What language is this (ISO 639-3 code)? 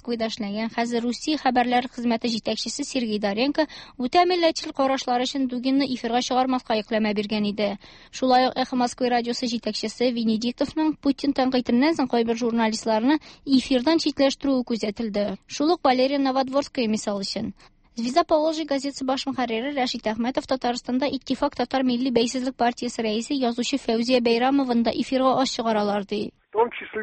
tat